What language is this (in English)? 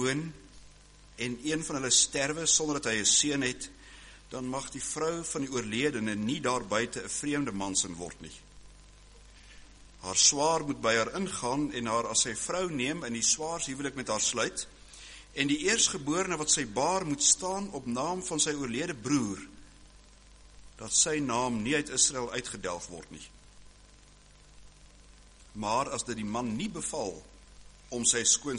Afrikaans